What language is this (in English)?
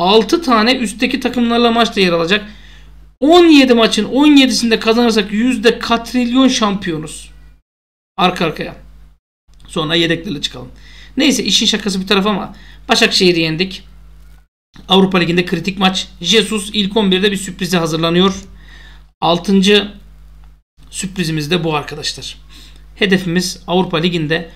Turkish